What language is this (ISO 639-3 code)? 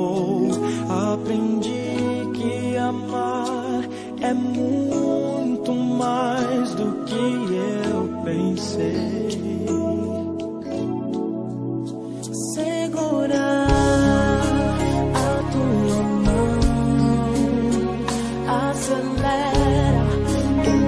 por